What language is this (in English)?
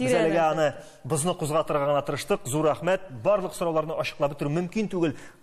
Tatar